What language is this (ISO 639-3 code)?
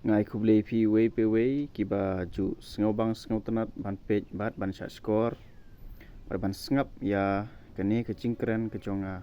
kha